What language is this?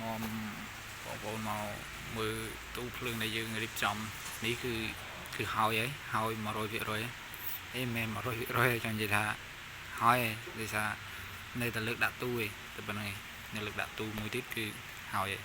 Khmer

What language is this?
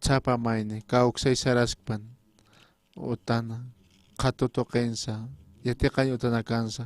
Aymara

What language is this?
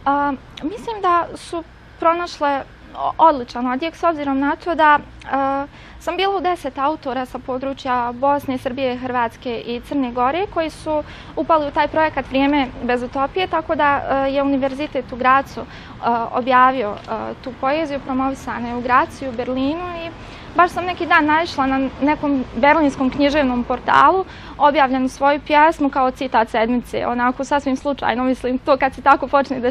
Bosnian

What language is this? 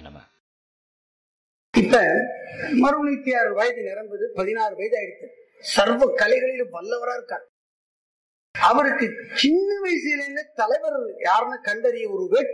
Tamil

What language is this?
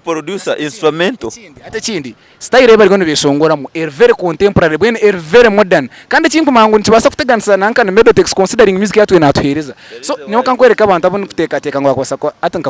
Nyankole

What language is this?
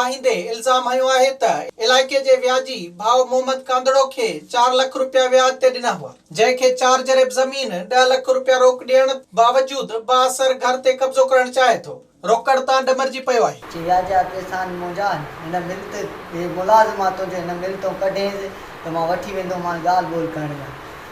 Sindhi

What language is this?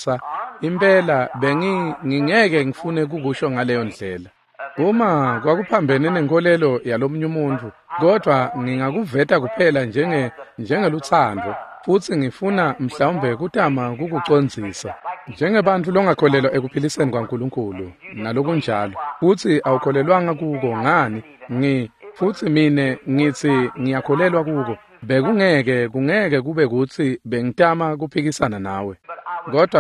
Swati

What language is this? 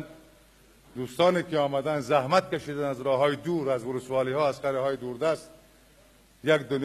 Persian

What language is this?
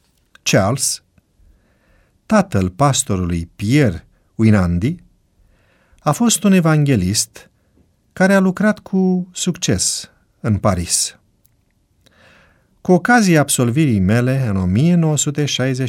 Romanian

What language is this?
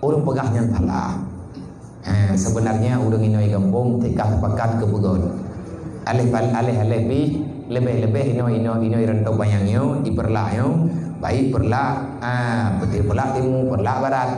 Achinese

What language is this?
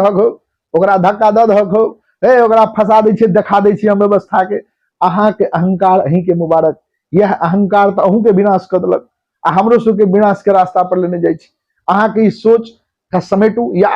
Maithili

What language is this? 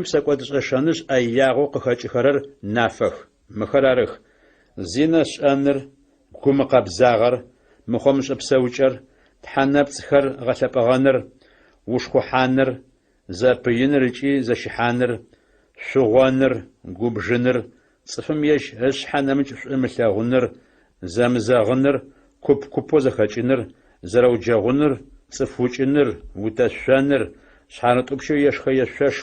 Adyghe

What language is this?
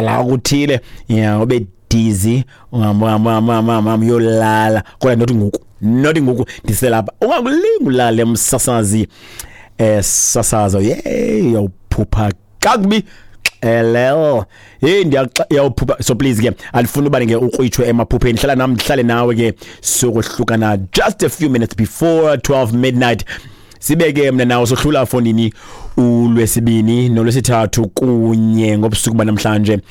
Xhosa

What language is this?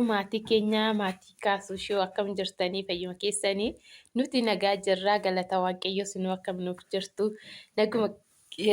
Oromo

